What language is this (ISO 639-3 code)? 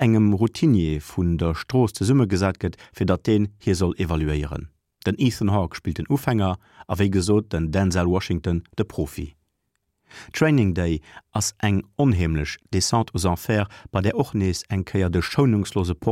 ltz